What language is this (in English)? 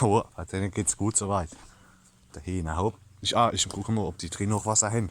Palatine German